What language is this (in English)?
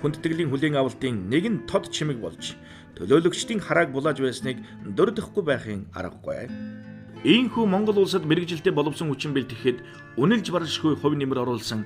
Mongolian